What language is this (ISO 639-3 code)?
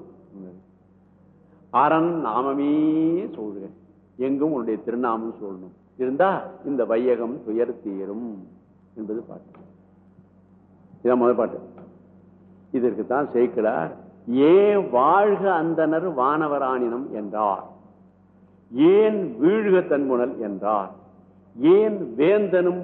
tam